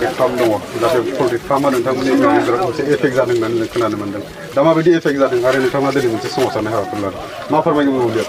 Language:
Bodo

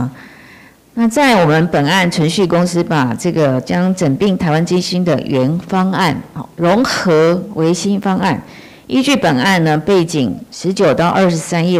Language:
Chinese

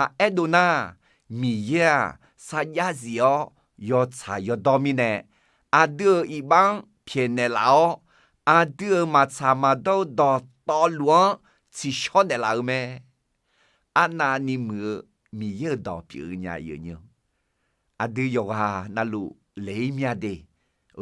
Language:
Akha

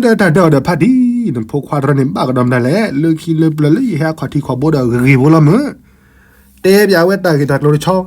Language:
S'gaw Karen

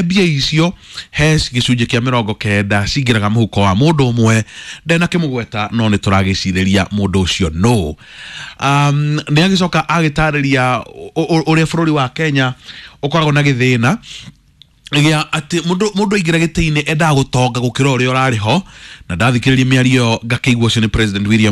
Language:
Kikuyu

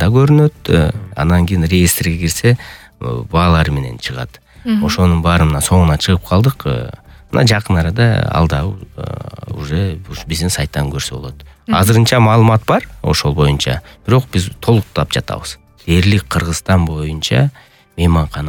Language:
Kyrgyz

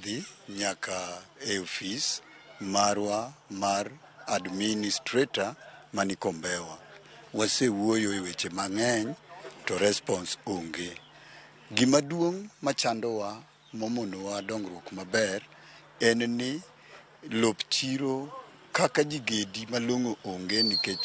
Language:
Luo (Kenya and Tanzania)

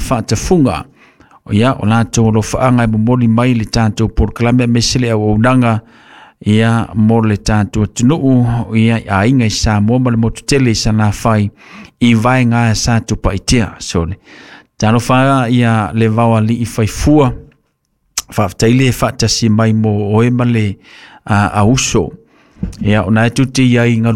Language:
Samoan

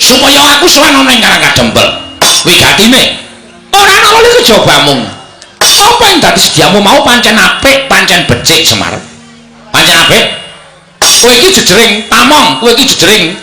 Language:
Javanese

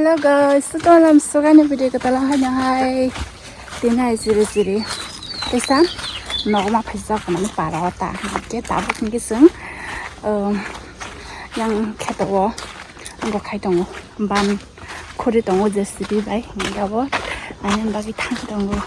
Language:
Kok Borok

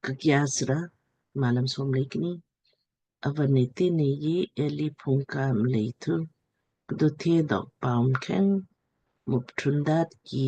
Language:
Lamkang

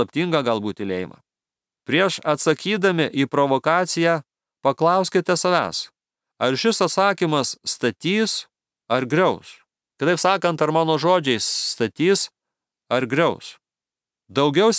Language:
Lithuanian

